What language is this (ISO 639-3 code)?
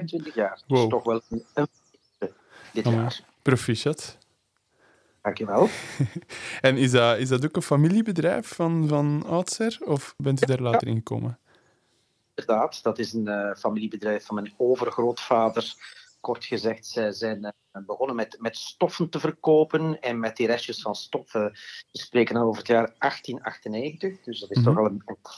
nld